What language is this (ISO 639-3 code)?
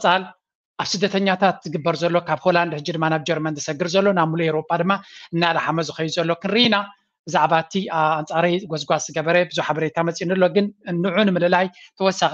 tir